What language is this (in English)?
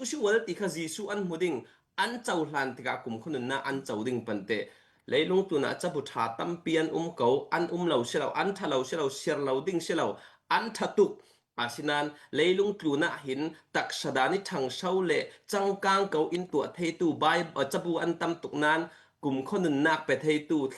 Falam Chin